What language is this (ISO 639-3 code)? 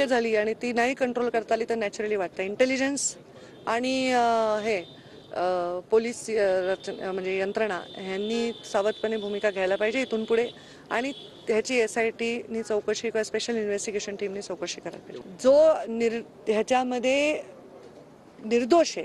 mar